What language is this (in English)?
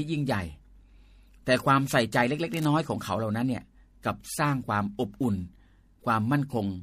Thai